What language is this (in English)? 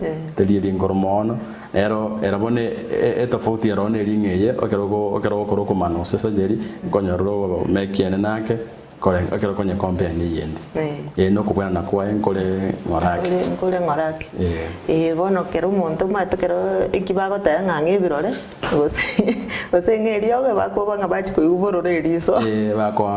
Gusii